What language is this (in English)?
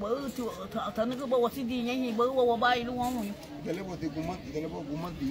Garifuna